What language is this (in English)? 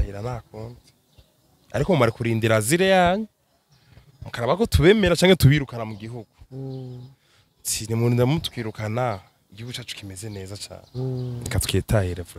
Rundi